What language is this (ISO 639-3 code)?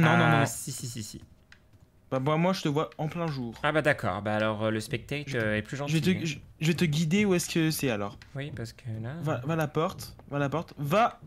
fra